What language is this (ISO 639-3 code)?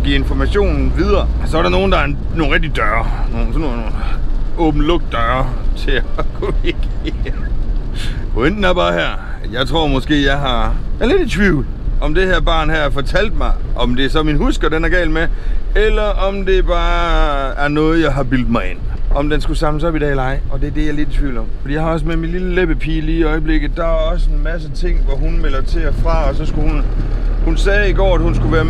dan